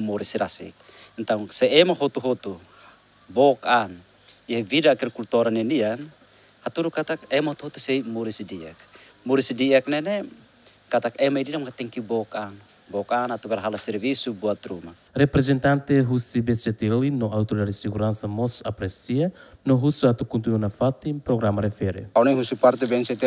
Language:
Tetum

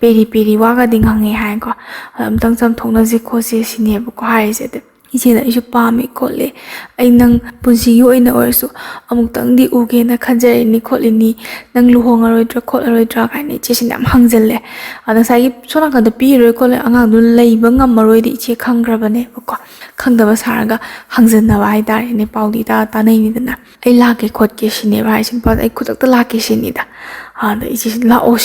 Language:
Manipuri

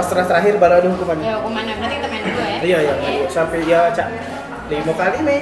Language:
Musi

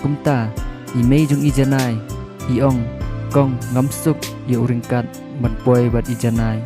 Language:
Khasi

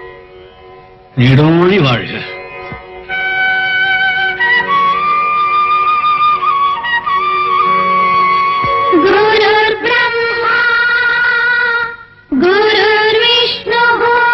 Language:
Tamil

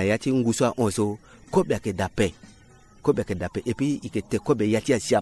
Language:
Sango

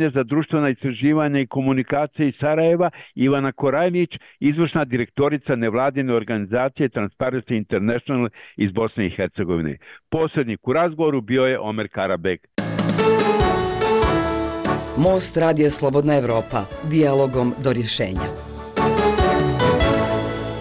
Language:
Bosnian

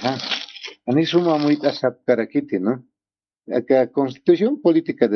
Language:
Aymara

